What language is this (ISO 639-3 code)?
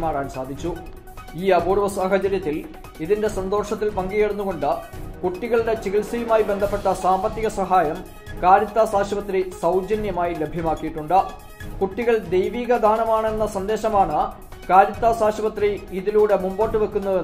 mal